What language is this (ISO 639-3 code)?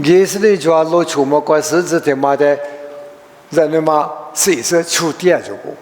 lis